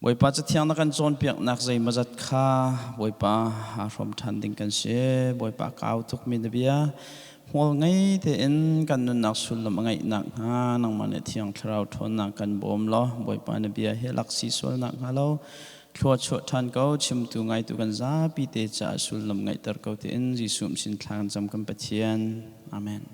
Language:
Hakha Chin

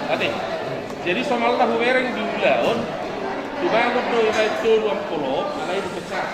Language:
Batak Toba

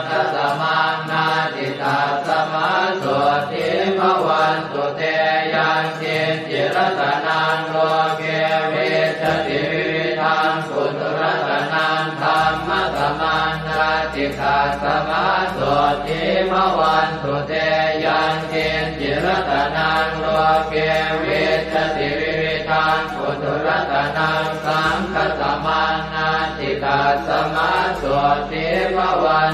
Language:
Pali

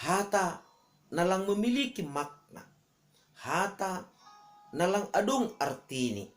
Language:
Batak Simalungun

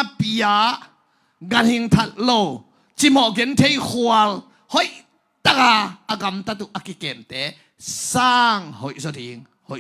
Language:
Tedim Chin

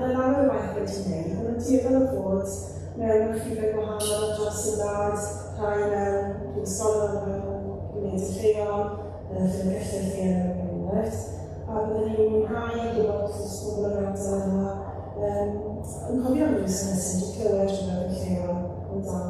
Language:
Welsh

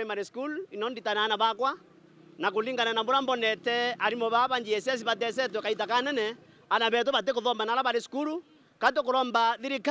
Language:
Meru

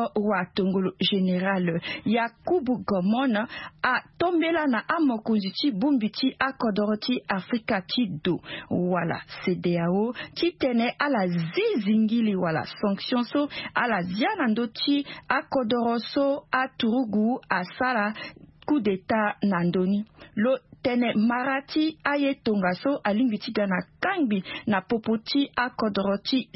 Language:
Sango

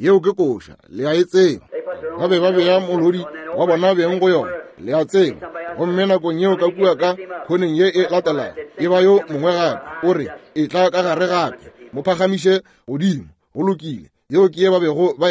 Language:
Northern Sotho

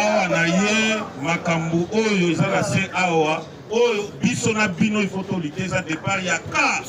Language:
Lingala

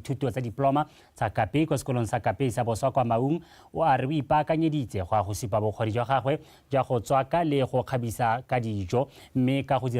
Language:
Tswana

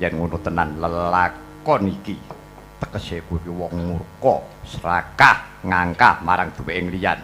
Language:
Javanese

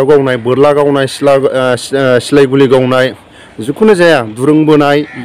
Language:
Bodo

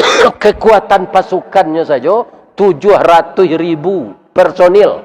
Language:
Minangkabau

